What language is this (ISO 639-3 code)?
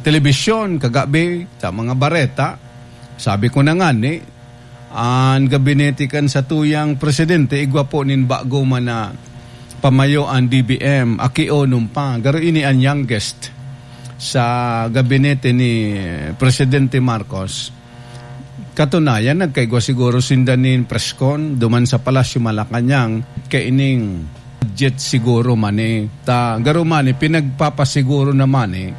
bik